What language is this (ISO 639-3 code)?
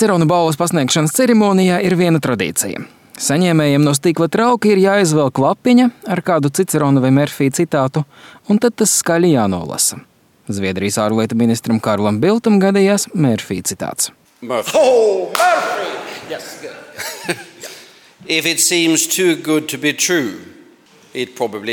lav